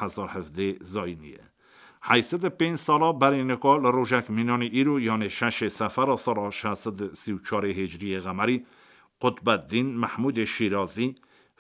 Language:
Kurdish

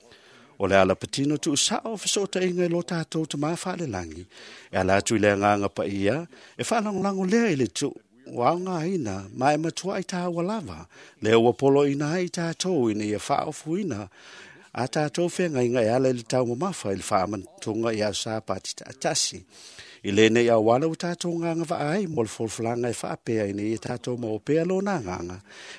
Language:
Samoan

